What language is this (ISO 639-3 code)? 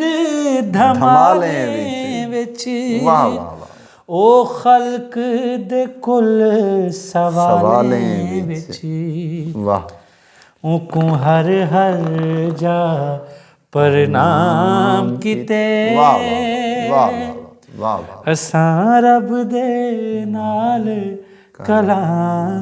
skr